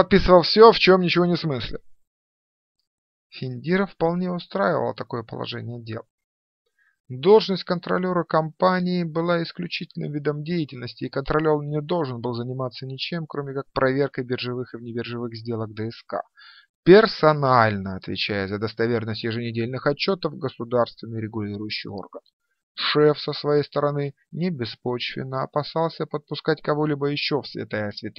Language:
Russian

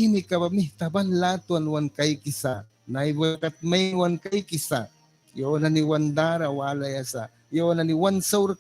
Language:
Mískito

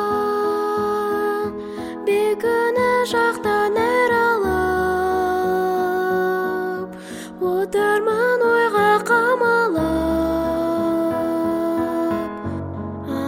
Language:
Kazakh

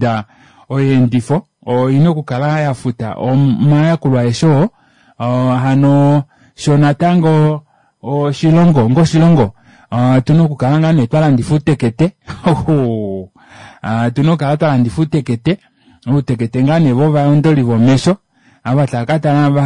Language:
Kuanyama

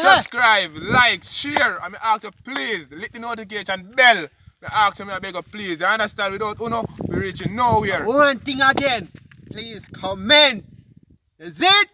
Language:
Jamaican Creole English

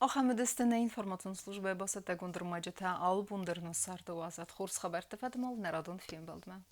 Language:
Ossetic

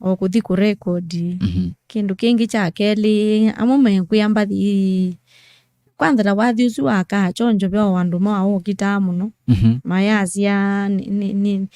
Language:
Kamba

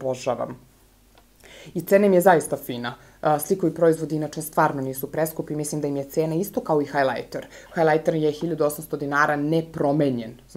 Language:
Serbian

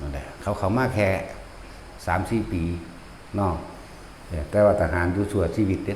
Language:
Northeastern Thai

